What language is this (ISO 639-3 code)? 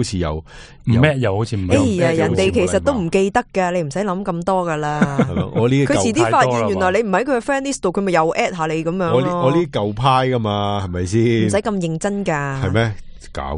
yue